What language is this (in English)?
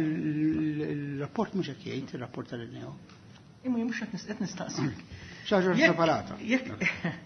Maltese